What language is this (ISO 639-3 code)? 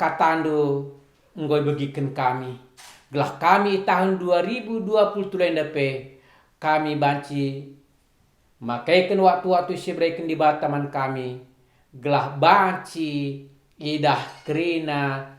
btx